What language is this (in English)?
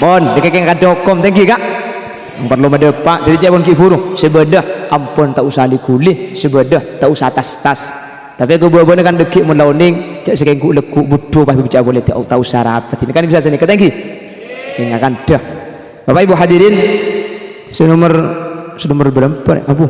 Madurese